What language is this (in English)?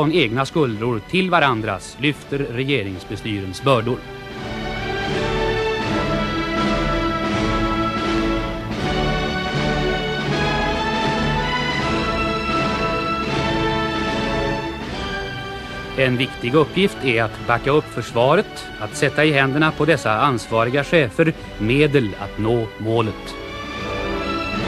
Swedish